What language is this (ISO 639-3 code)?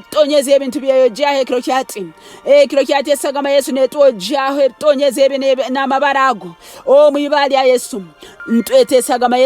nyn